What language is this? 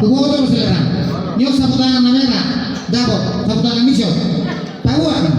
Batak Toba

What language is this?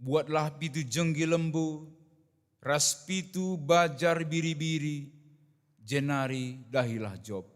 Batak Karo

